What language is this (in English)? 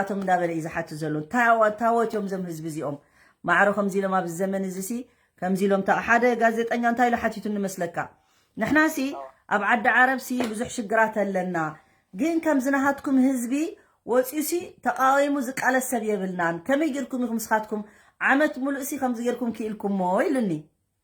Tigrinya